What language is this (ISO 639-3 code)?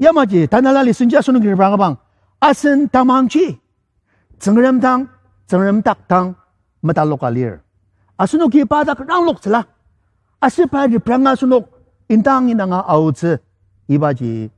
njo